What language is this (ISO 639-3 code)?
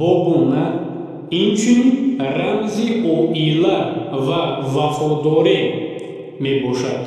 tgk